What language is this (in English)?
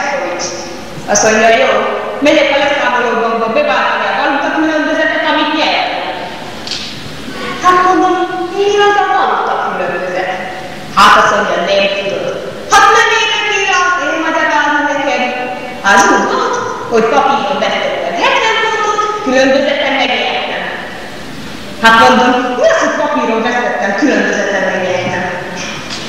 Hungarian